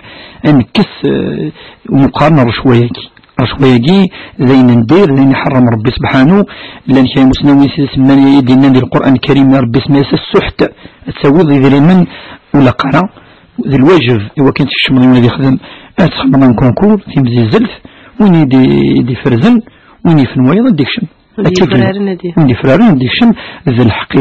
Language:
Kabyle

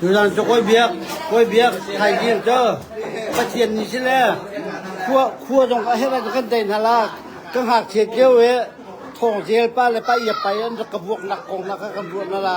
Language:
Hakha Chin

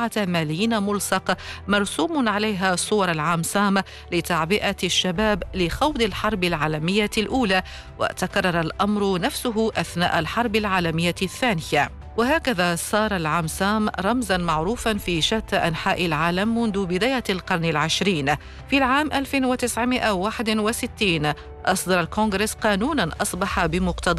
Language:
Arabic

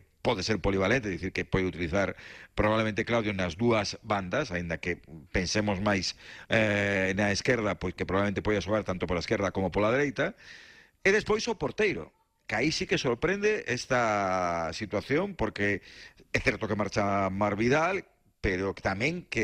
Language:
Galician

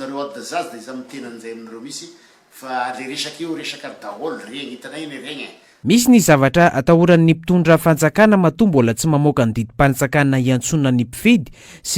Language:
Malagasy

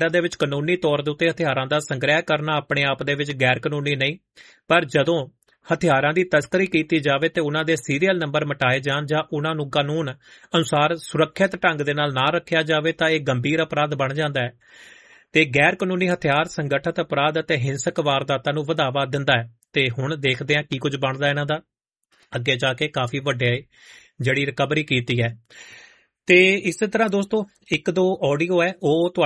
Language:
Punjabi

